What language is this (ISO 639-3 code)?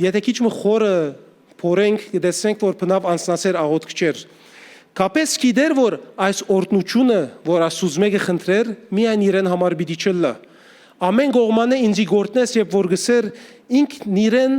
hyw